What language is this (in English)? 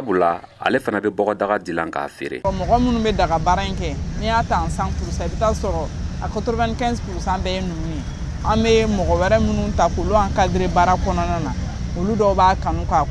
Bambara